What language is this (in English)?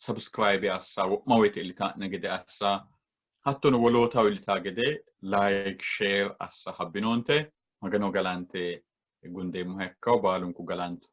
Sidamo